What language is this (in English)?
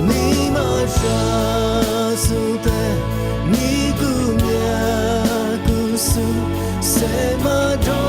Lisu